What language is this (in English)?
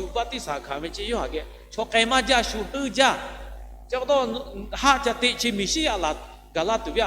Lahu